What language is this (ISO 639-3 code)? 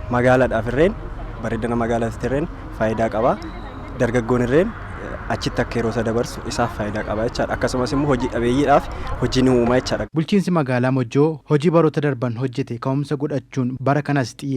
orm